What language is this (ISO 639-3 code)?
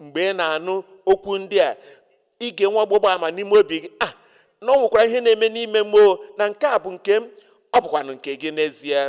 ibo